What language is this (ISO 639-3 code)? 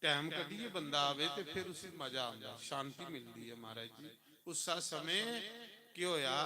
doi